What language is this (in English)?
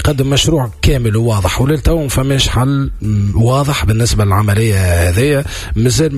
Tunisian Arabic